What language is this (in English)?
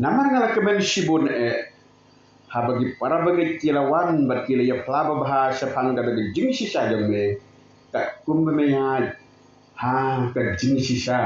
Khasi